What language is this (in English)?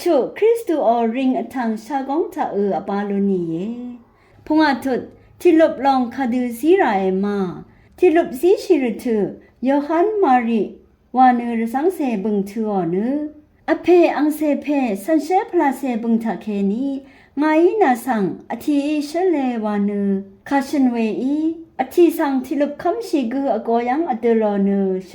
Rawang